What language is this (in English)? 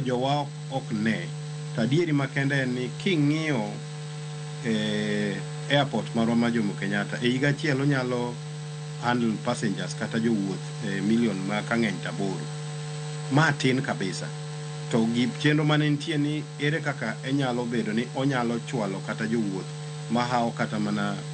Luo (Kenya and Tanzania)